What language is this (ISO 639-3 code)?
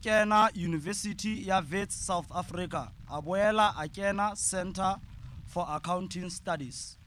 sot